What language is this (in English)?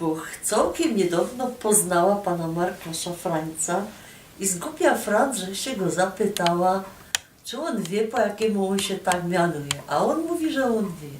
Silesian